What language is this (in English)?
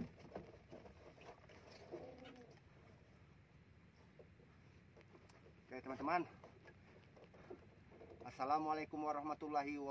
Indonesian